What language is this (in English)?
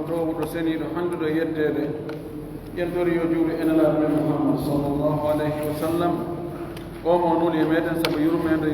Pular